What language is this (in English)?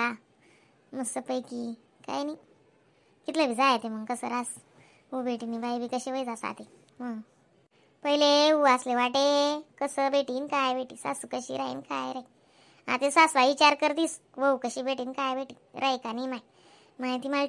Khandesi